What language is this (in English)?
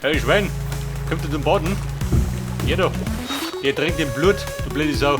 Bavarian